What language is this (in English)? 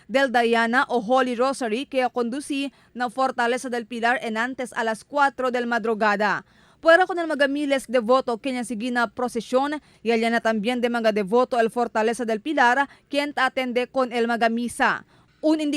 Chavacano